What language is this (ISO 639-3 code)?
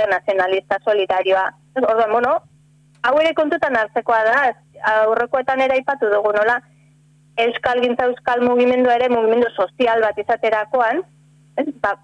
eus